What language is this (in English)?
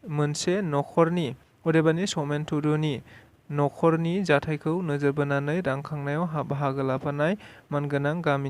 Bodo